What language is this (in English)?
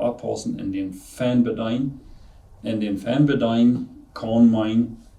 Plautdietsch